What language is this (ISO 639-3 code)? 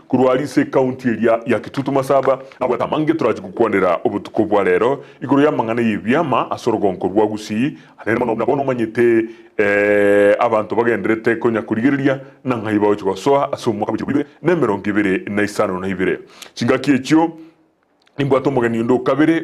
guz